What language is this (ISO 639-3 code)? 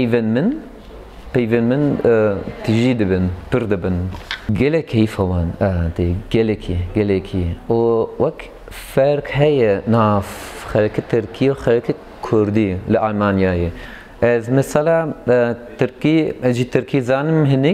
kur